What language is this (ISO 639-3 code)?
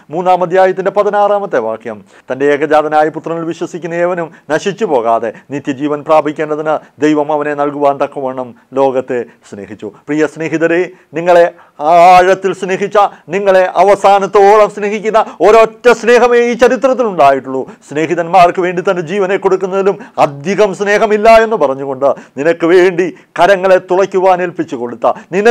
mal